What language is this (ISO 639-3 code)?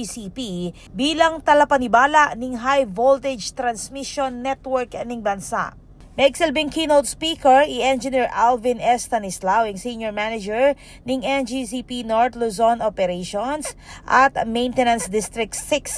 pam